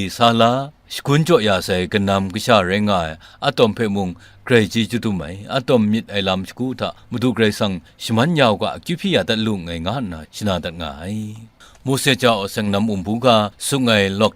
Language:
Kachin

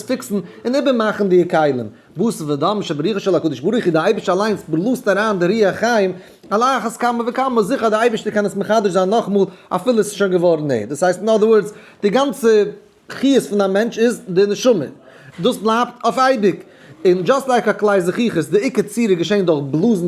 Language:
Yiddish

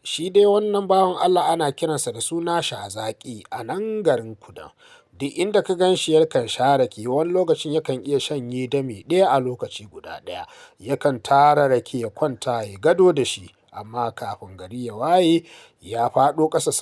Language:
Hausa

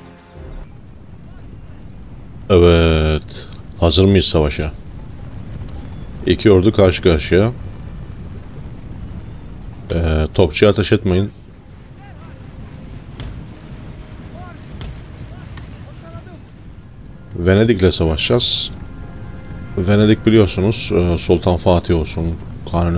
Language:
Turkish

